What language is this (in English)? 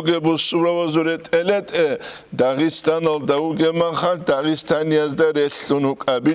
Avaric